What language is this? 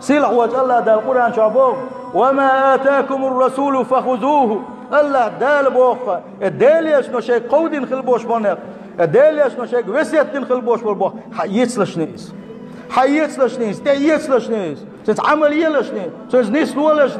Chechen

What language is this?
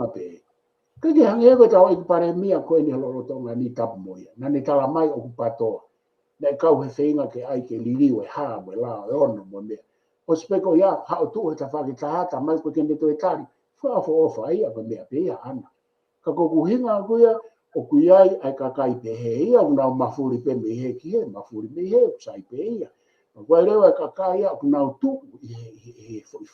Tongan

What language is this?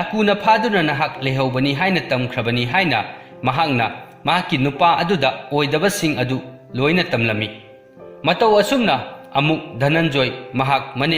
Manipuri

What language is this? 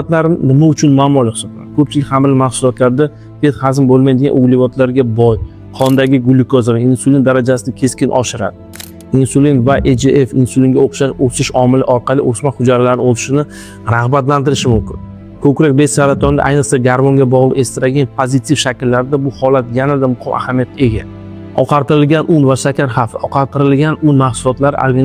Uzbek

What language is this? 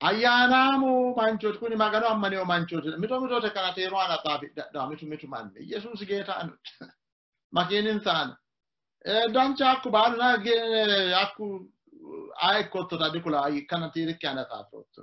Sidamo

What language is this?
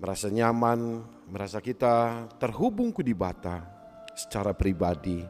Batak Karo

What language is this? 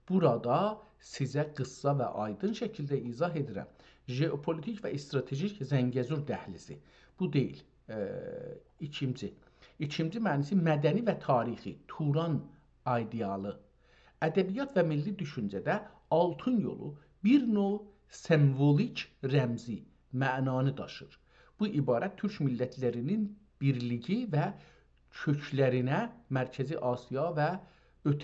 South Azerbaijani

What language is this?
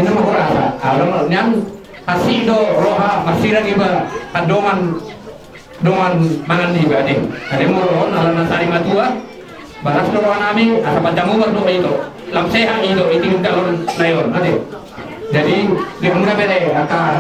Batak Toba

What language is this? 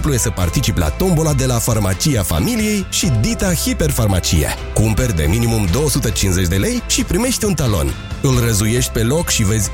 Romanian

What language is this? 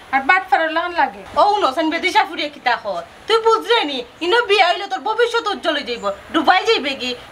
Sylheti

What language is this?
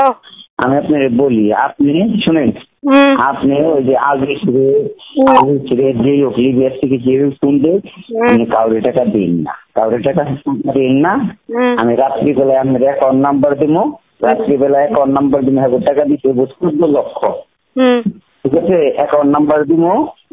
Sylheti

